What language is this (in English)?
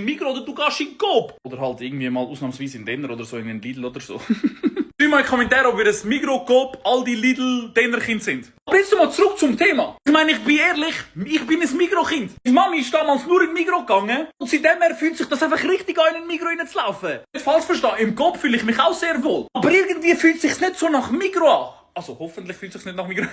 Swiss German